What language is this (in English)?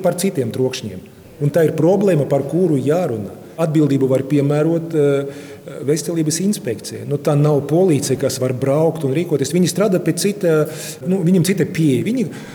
Latvian